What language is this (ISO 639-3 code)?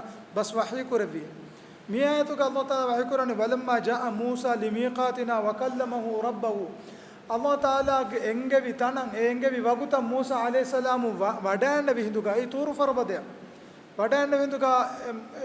div